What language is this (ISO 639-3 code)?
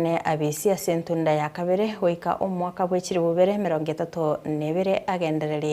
guz